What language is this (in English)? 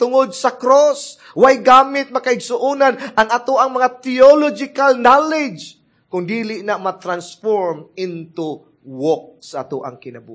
Cebuano